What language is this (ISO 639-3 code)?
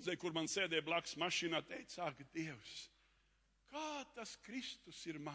lav